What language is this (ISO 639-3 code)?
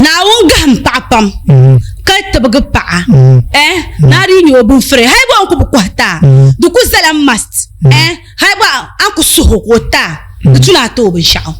dag